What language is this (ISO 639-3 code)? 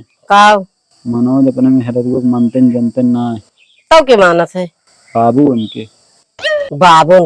awa